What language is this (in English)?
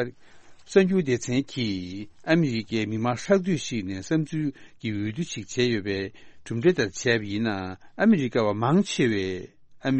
Tibetan